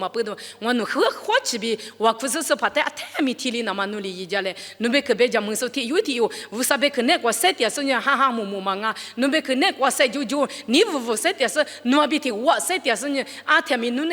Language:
Lisu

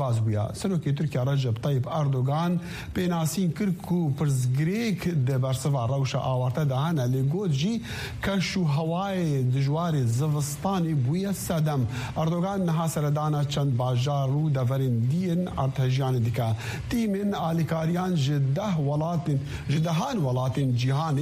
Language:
Kurdish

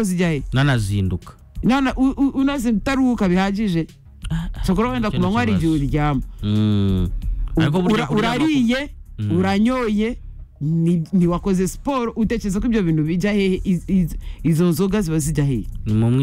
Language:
Kinyarwanda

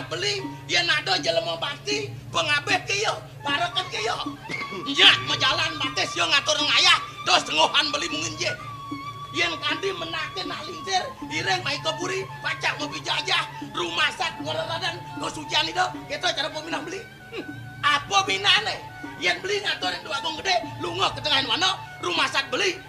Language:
Balinese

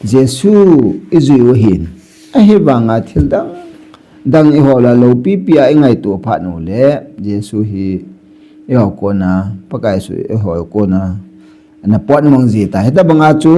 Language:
Thado Chin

